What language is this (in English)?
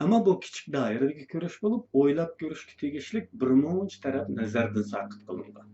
Uyghur